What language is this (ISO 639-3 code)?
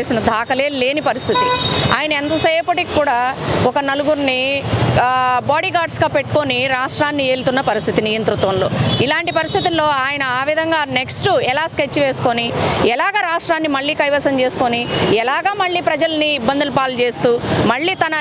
tel